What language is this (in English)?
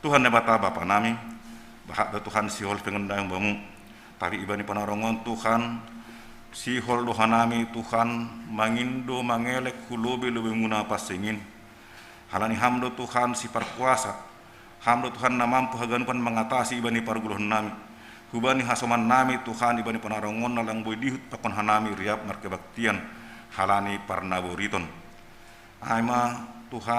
Batak Simalungun